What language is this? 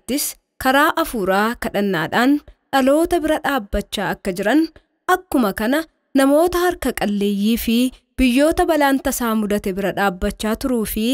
Oromo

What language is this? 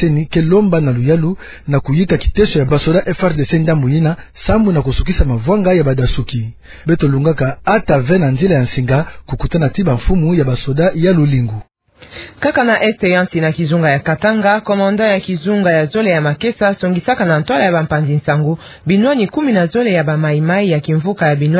Kituba (Democratic Republic of Congo)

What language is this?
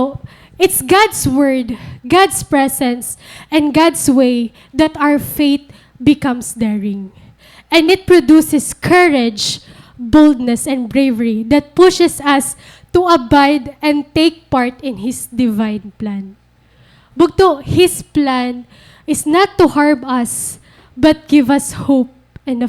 Waray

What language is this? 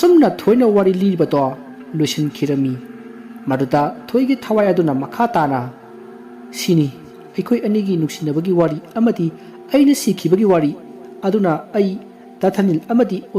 Manipuri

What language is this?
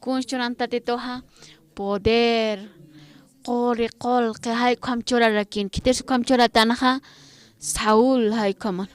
Aymara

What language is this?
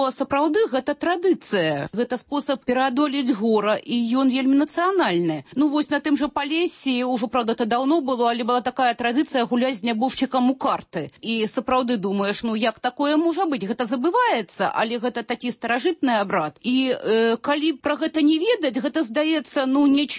Belarusian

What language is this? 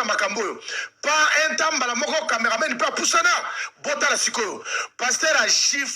Lingala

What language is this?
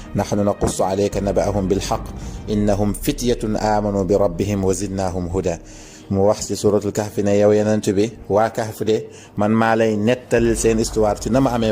Wolof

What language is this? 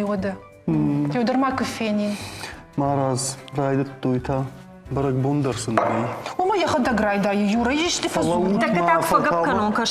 Ossetic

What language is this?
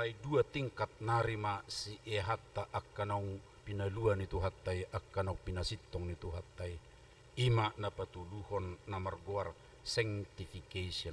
Batak Toba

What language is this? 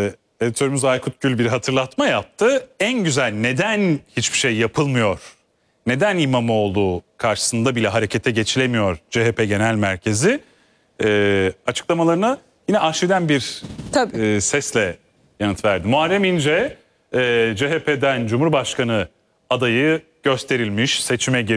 Turkish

